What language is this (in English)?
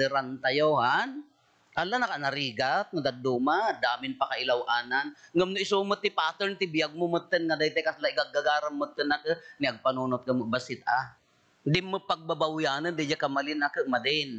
Iloko